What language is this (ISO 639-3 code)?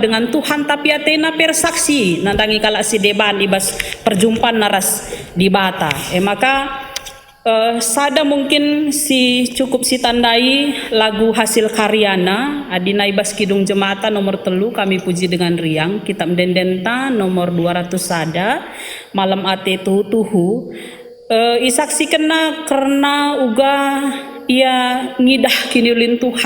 btx